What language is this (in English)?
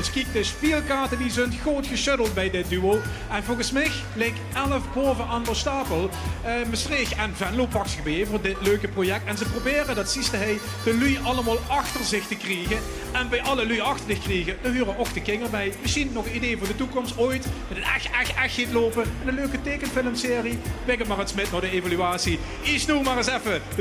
Limburgish